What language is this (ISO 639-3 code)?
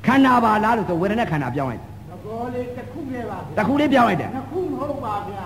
mya